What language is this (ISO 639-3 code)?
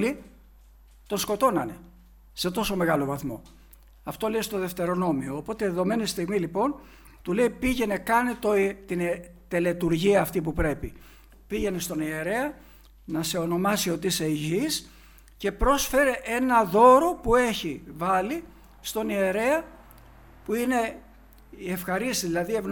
ell